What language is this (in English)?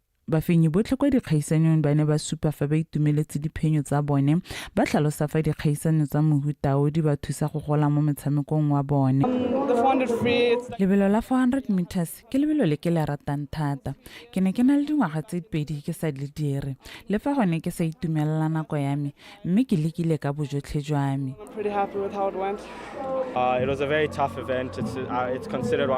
Tswana